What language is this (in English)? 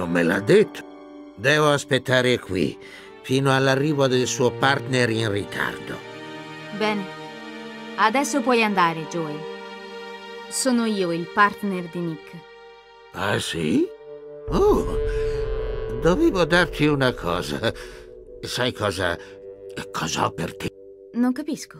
Italian